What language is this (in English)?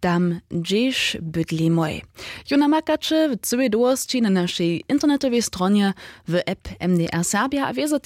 Upper Sorbian